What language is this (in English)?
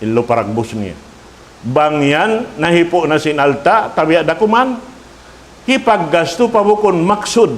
Tausug